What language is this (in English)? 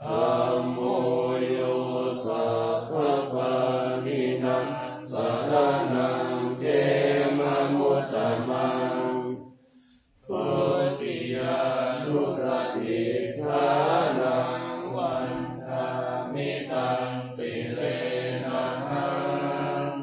Pali